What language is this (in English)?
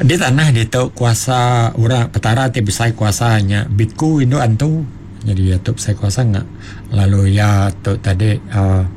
Iban